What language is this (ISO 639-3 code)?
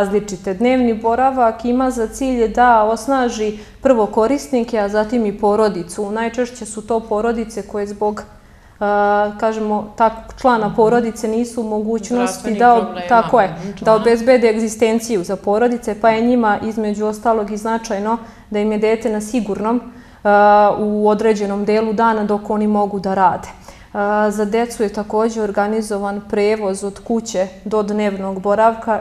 srp